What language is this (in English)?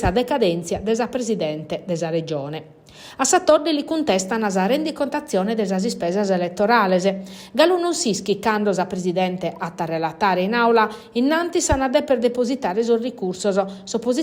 Sardinian